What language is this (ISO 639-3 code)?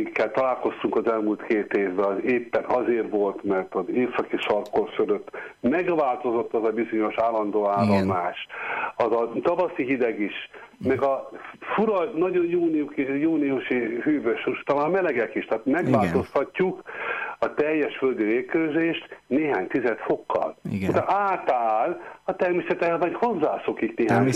hun